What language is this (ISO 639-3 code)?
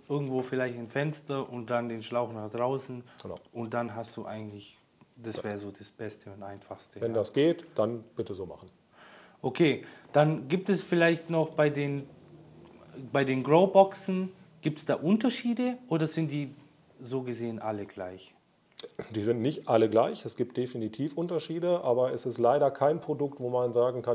deu